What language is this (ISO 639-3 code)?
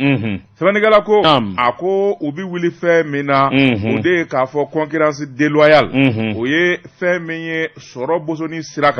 bam